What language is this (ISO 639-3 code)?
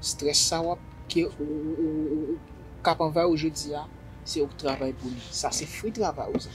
hat